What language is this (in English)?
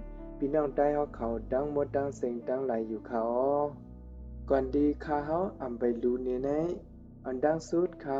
Shan